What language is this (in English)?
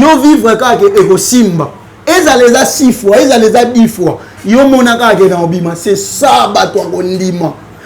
Lingala